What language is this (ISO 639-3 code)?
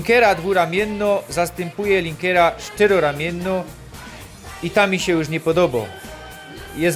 szl